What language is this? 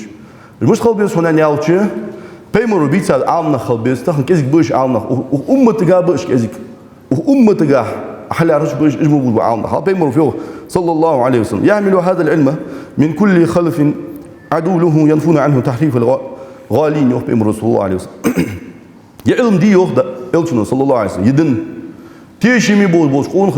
Ingush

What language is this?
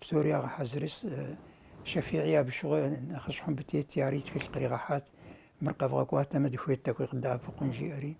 Kabardian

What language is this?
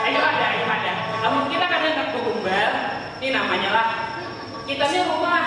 Banjar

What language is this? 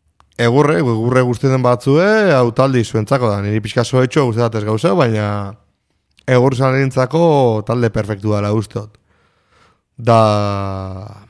Basque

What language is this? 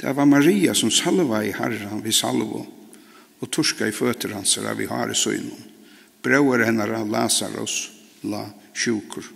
Faroese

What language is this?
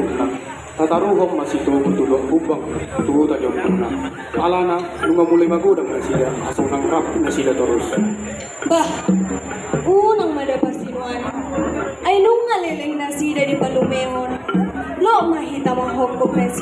Batak Toba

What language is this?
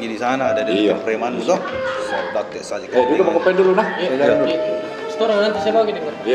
Makassar Malay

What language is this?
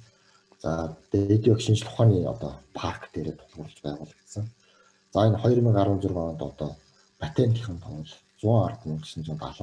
Mongolian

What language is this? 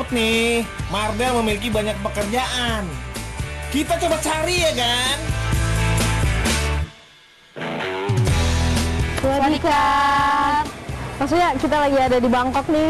Indonesian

